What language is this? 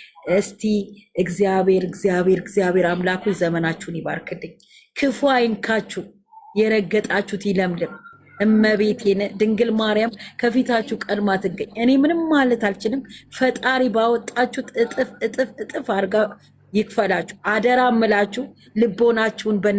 Amharic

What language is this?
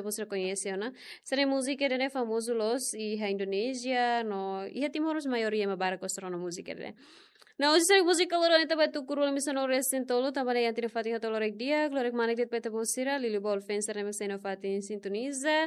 Tetum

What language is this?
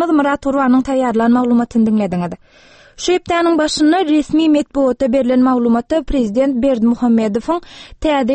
Turkmen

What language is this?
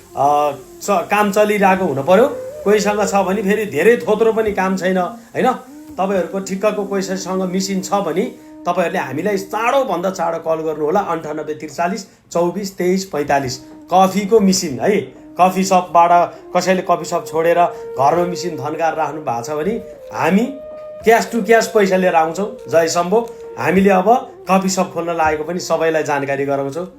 Nepali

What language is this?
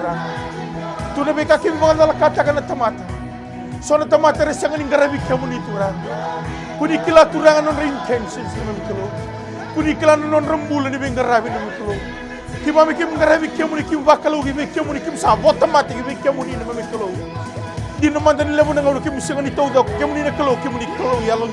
Fijian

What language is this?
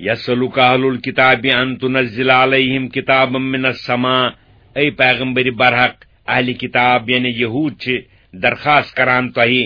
Kashmiri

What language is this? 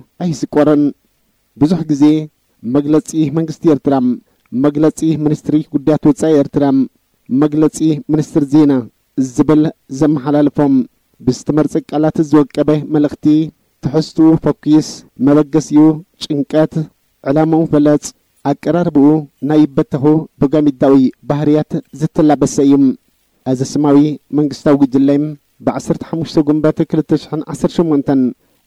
Tigrinya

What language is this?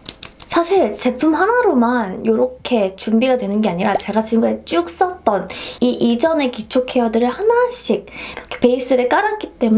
Korean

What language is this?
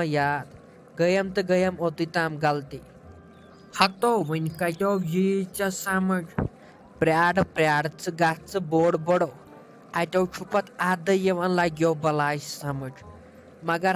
Kashmiri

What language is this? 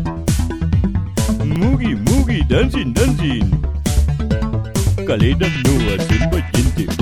Basque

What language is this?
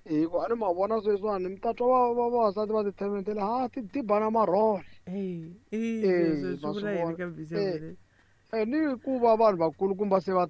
Tsonga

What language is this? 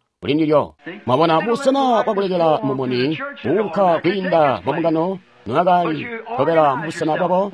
Tonga (Zambia)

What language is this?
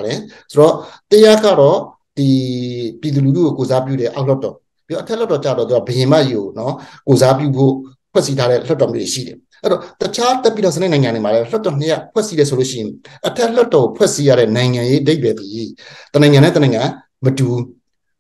Burmese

